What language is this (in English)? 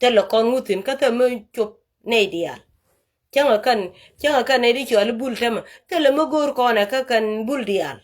Nuer